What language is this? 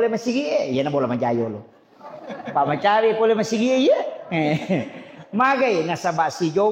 Buginese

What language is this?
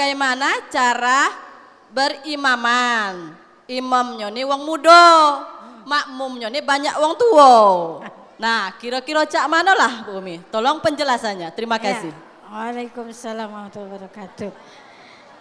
Musi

